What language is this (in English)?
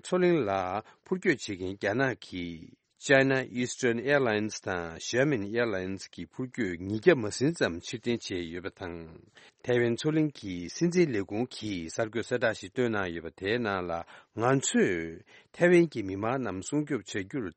Tibetan